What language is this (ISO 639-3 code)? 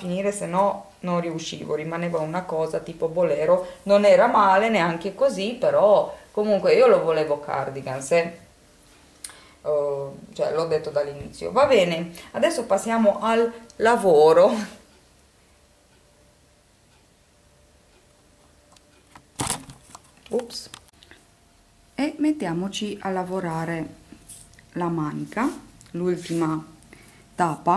ita